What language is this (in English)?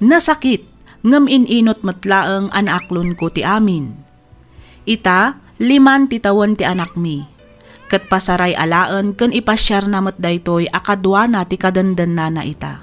Iloko